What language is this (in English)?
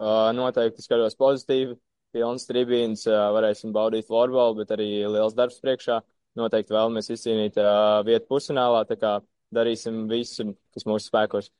Latvian